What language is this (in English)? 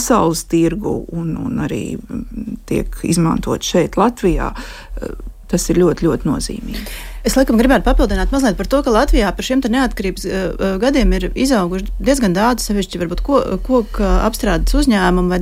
Latvian